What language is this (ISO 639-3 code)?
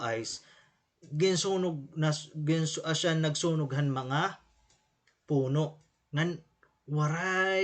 war